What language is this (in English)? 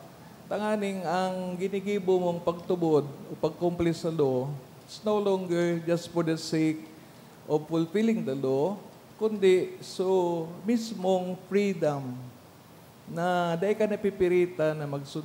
Bikol